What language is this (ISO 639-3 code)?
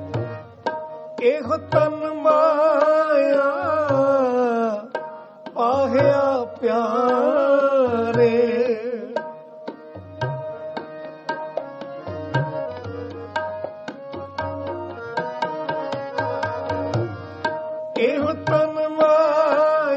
pan